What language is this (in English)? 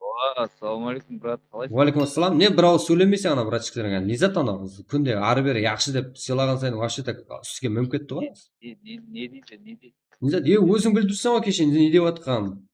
Kara-Kalpak